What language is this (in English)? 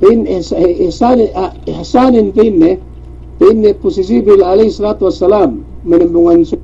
Yakan